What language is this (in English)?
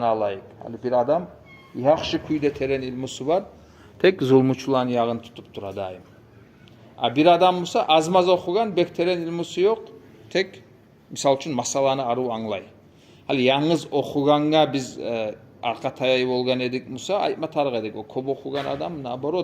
Kumyk